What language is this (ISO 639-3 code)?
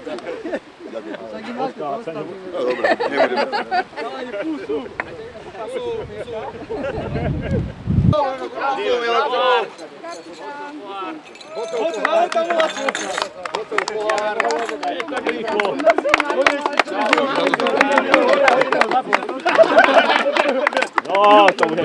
slk